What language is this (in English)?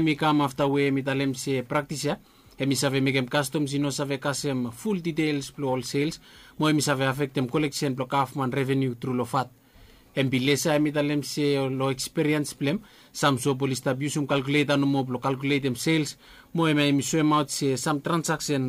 Bislama